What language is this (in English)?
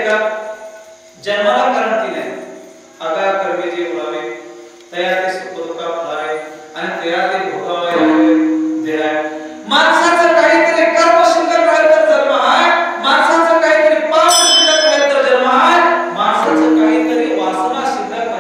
Marathi